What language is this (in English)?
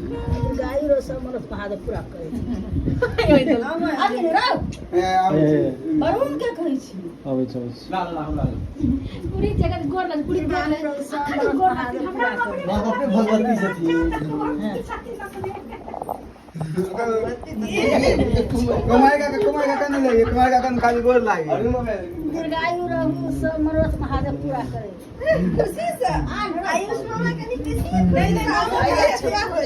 Maithili